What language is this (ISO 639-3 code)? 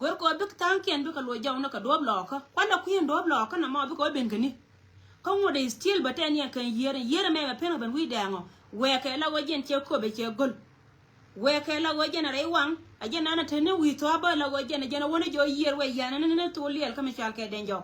nus